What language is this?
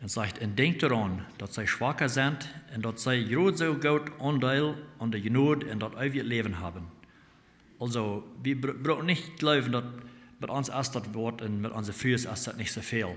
Plautdietsch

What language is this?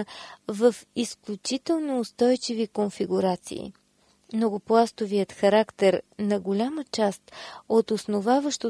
Bulgarian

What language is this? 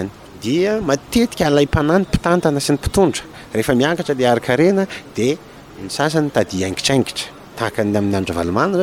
Malagasy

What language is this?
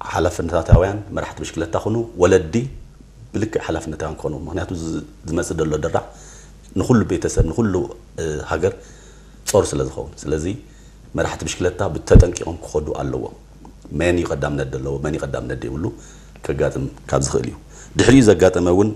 Tigrinya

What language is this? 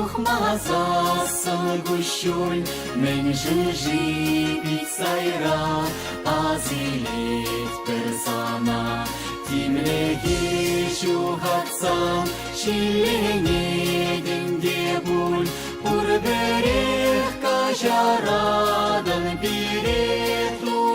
Chuvash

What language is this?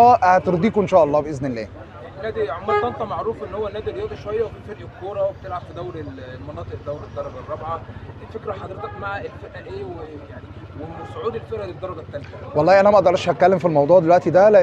Egyptian Arabic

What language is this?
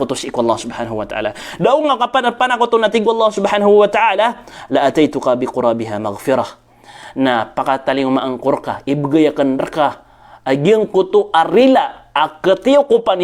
Maranao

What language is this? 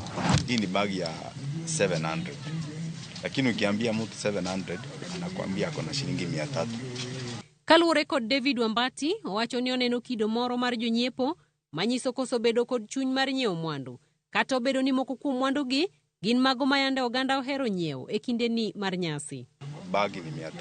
Luo (Kenya and Tanzania)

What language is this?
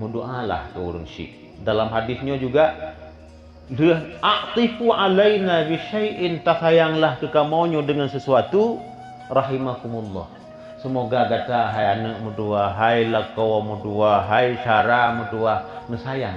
Achinese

